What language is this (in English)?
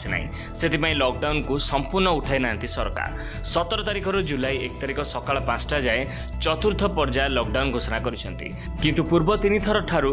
Odia